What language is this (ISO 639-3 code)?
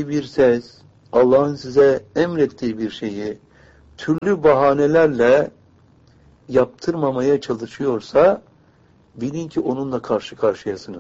tur